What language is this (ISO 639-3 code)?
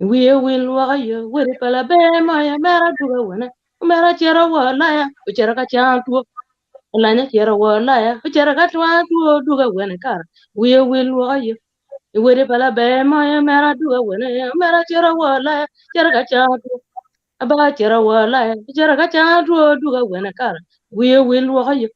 ach